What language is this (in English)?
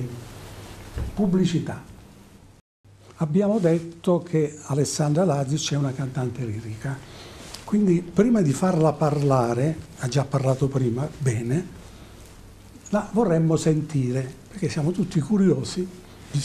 Italian